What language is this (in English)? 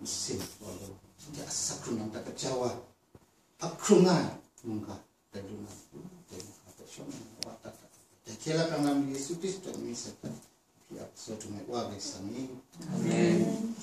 Kachin